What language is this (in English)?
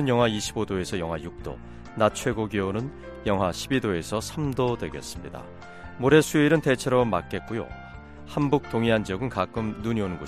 Korean